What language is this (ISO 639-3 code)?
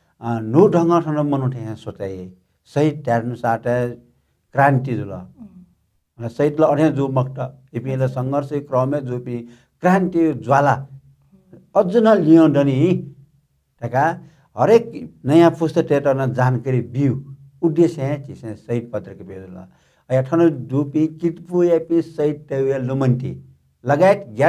new